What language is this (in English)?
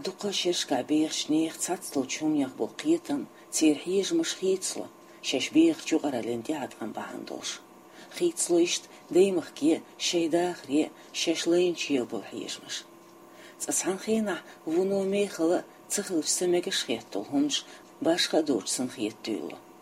Chechen